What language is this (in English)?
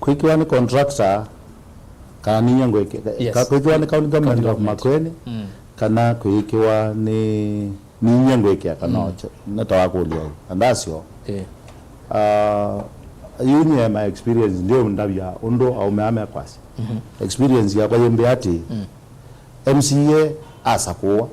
Kamba